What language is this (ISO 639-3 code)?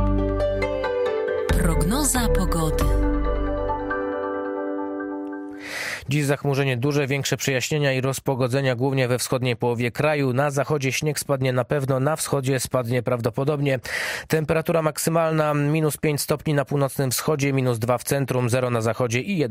pol